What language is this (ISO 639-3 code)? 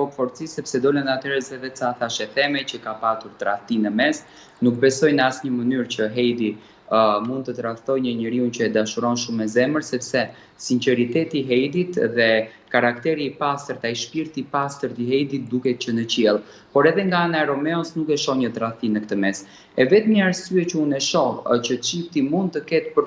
sqi